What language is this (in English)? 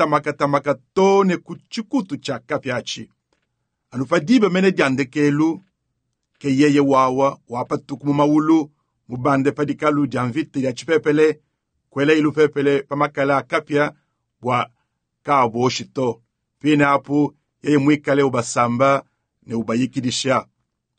Luba-Lulua